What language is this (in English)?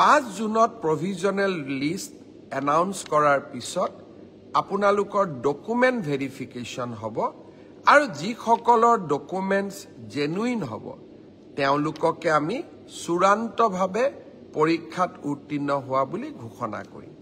Assamese